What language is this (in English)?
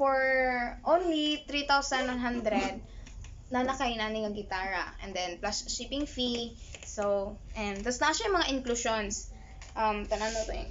Cebuano